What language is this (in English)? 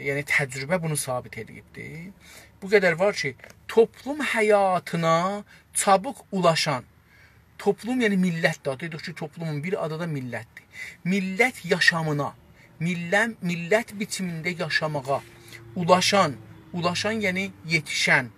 South Azerbaijani